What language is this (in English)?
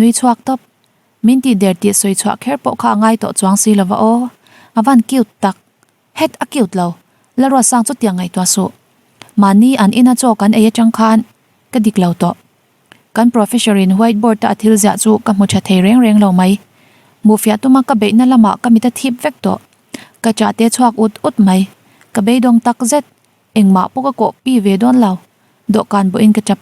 Mizo